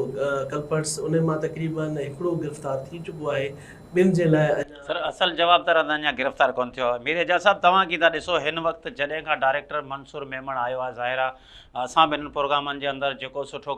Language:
Sindhi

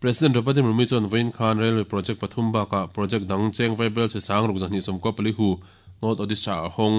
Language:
Mizo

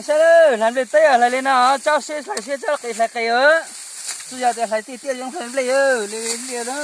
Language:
Hmong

